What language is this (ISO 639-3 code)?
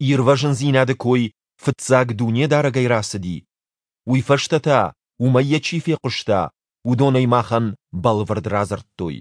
oss